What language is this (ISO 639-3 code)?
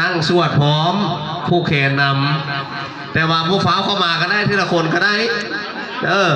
tts